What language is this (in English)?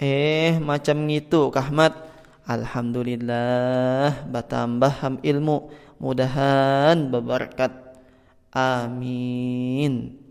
Banjar